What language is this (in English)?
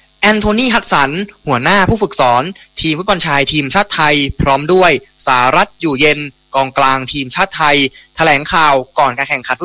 Thai